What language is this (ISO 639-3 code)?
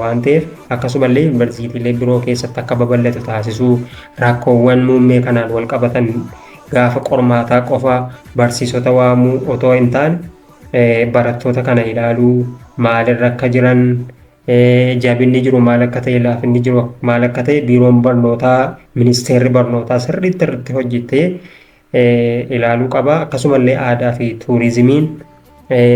orm